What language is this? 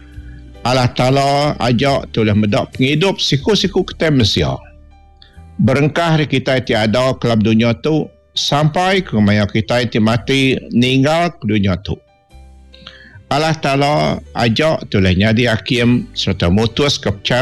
Iban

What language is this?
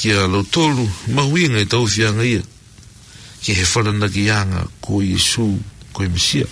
Tongan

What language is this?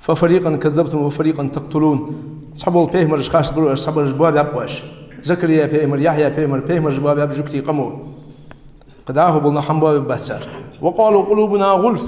Ingush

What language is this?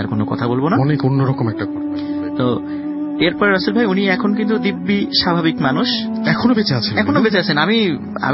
Bangla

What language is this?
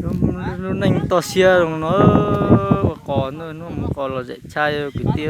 Hmong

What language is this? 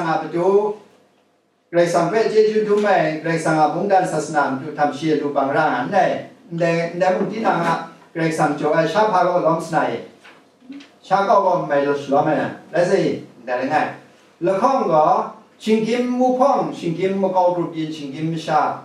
Kachin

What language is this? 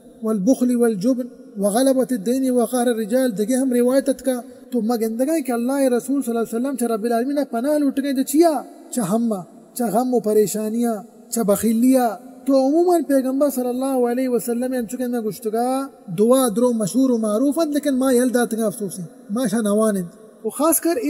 Baluchi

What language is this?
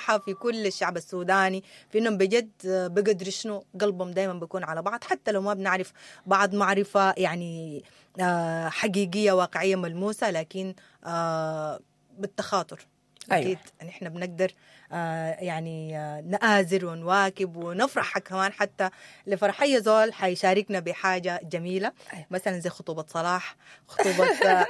Sudanese Arabic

